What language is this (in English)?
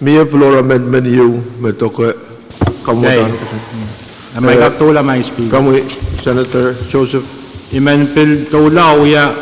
Pohnpeian